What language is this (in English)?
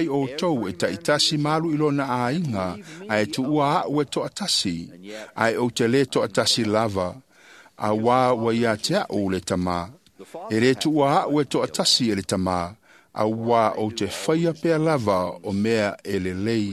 Samoan